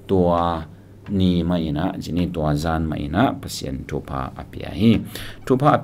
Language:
Tedim Chin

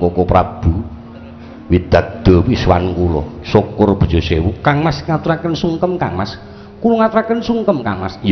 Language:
Javanese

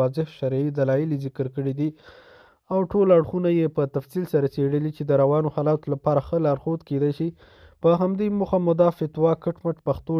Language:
Pashto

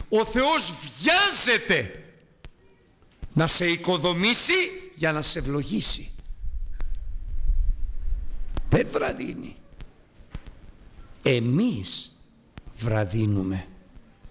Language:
Greek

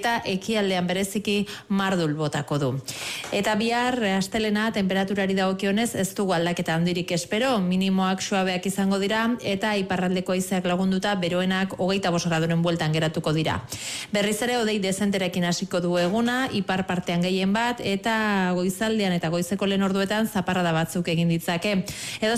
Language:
Basque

